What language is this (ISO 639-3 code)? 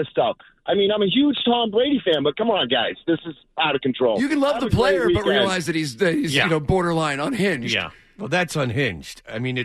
eng